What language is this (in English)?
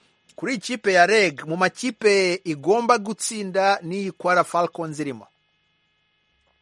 Kinyarwanda